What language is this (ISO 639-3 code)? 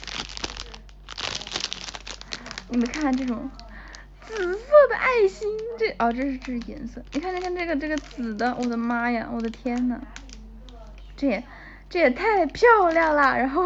zho